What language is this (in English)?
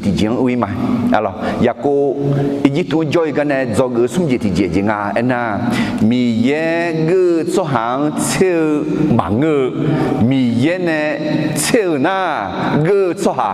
Akha